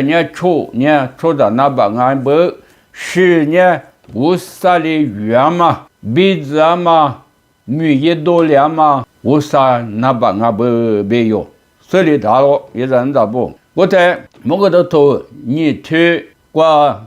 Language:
Lisu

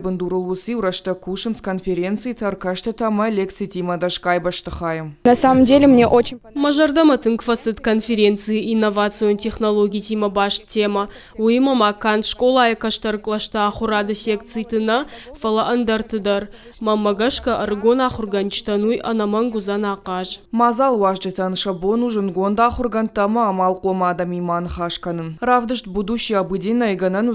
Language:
Ossetic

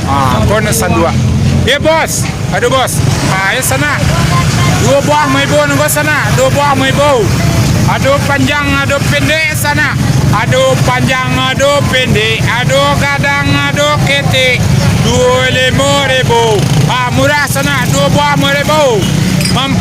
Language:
Minangkabau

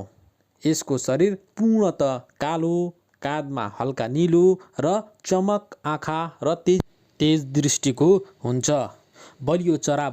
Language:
Nepali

